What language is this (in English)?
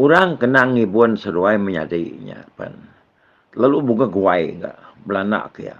Iban